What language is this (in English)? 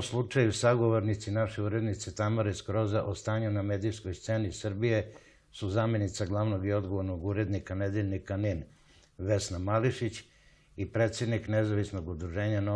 Serbian